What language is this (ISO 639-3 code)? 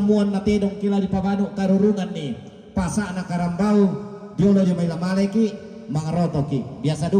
sda